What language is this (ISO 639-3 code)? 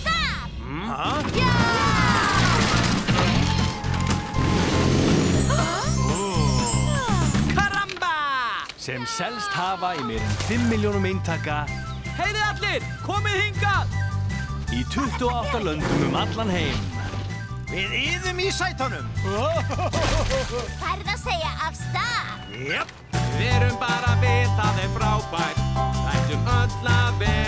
isl